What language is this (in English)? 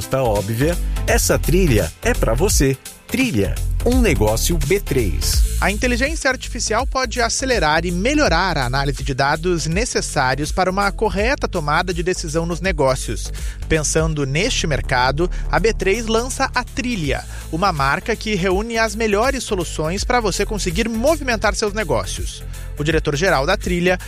Portuguese